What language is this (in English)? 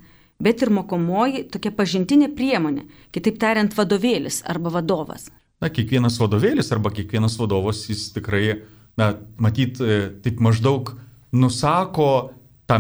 Lithuanian